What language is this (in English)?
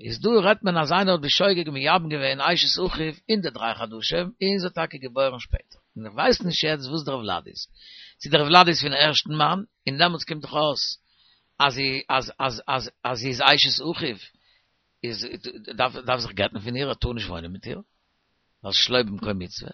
Yiddish